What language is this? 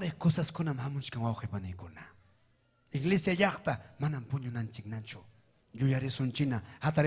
Ayacucho Quechua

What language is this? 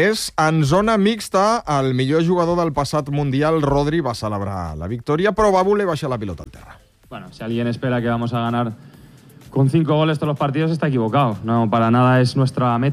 Catalan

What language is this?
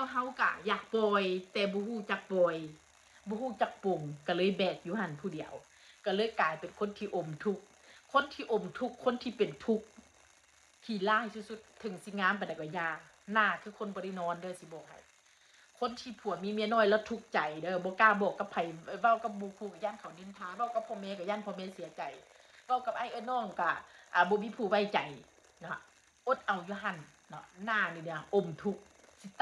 Northeastern Thai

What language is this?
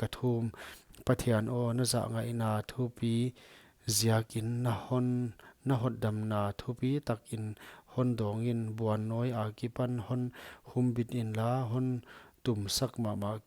Paite Chin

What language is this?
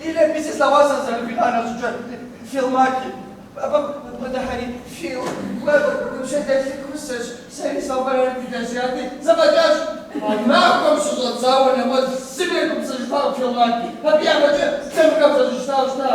Kabardian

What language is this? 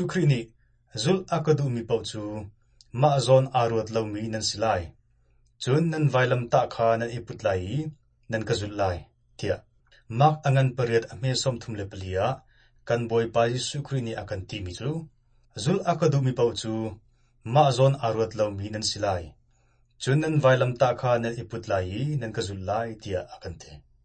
Hakha Chin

